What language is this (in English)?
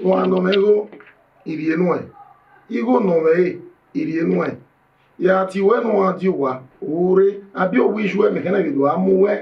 Bini